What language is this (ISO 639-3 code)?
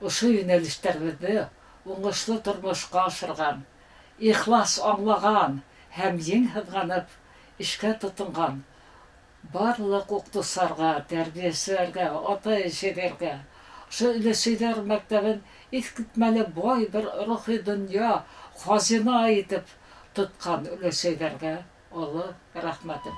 bak